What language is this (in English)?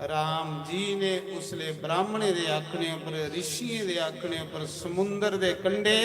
Dogri